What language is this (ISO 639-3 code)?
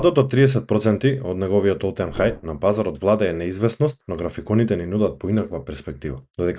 mkd